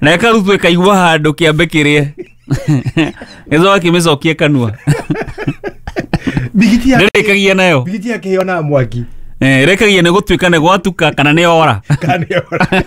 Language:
Kikuyu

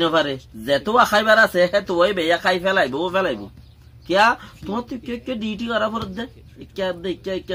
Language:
Rohingya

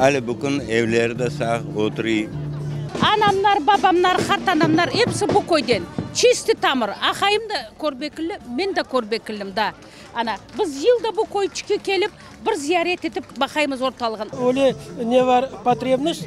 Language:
Crimean Tatar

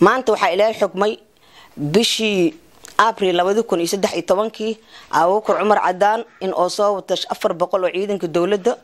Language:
Somali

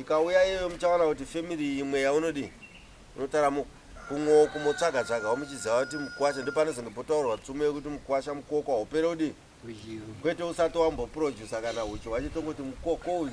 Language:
Shona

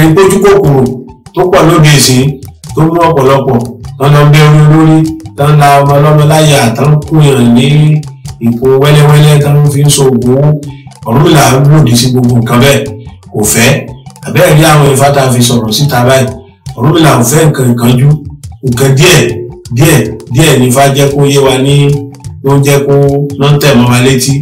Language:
Yoruba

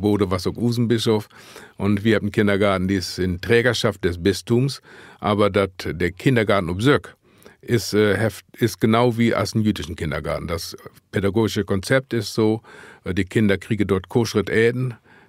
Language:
Low German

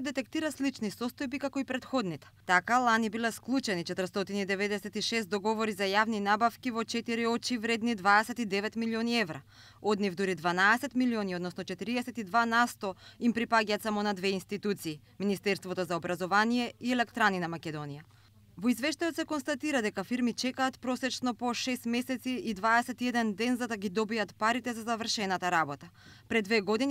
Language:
Macedonian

